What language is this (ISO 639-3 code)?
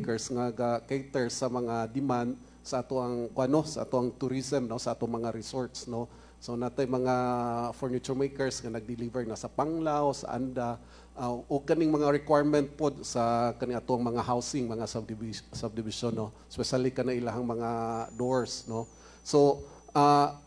ceb